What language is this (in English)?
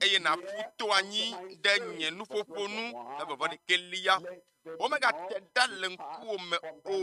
Ewe